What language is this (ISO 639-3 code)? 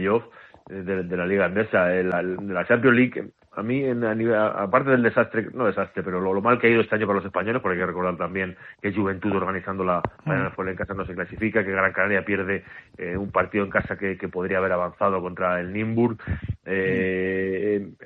spa